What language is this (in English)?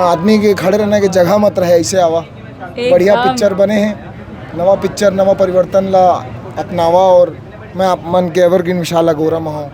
Chhattisgarhi